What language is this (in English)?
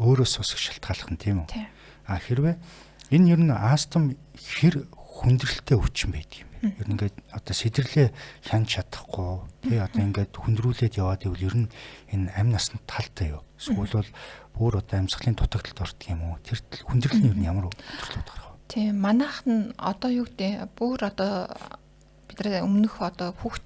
Mongolian